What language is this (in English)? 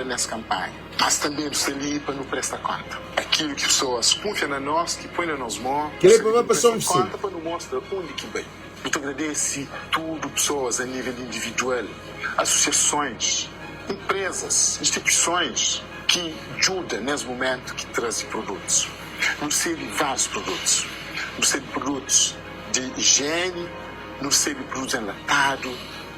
Kabuverdianu